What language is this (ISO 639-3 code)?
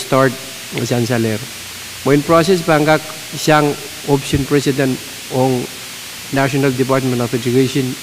pon